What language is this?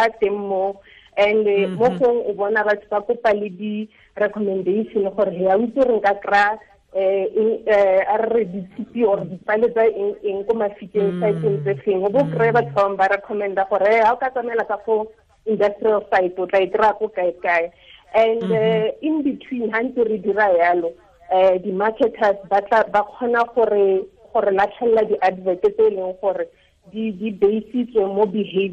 Tswana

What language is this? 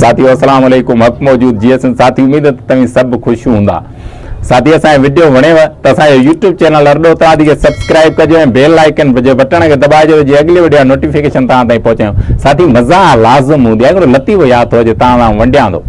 Sindhi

